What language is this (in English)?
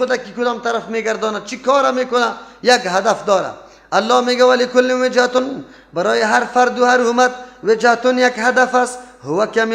Persian